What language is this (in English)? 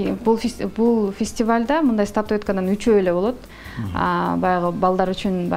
Kyrgyz